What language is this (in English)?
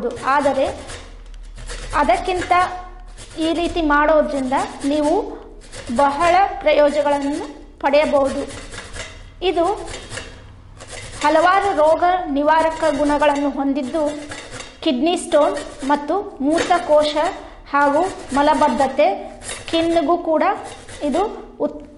Kannada